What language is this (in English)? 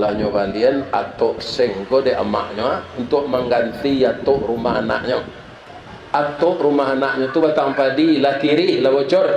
Minangkabau